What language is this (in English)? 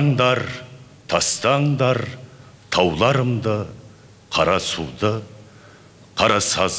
Kazakh